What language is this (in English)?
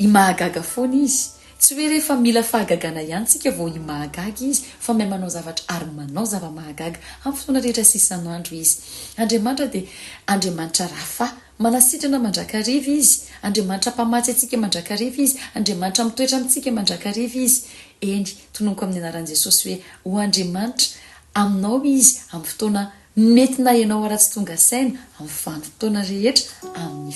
Malagasy